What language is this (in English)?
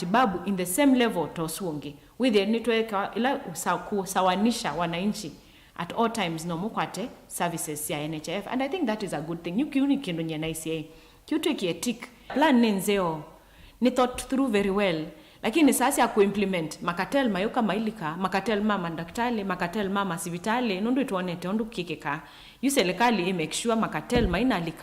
Kamba